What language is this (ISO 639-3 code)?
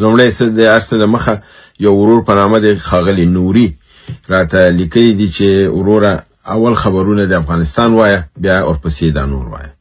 pus